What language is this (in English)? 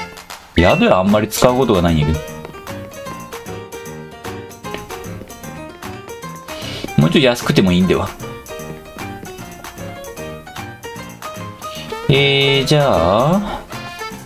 Japanese